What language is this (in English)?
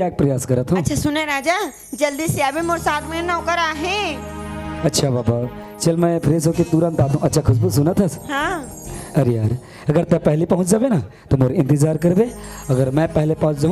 Chhattisgarhi